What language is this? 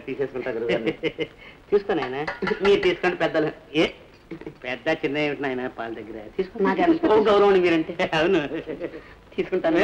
Telugu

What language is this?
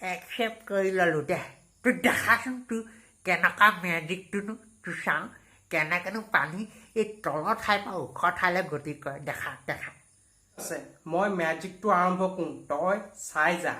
Assamese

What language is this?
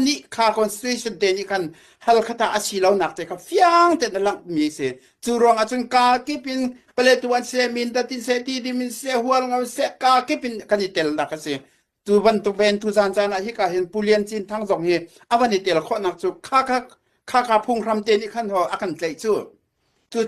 Hakha Chin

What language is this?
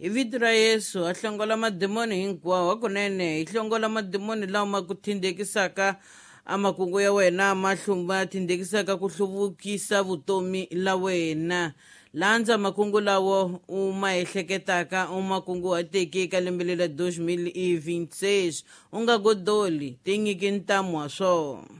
Tsonga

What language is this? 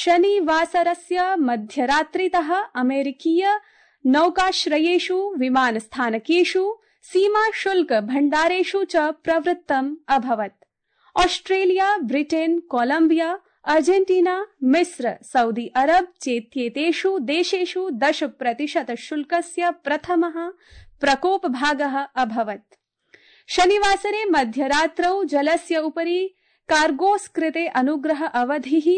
Sanskrit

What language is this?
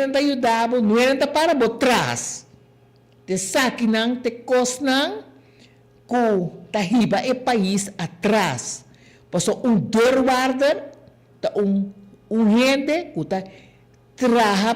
Papiamento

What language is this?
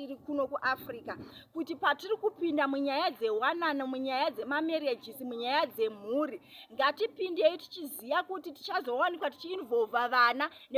Shona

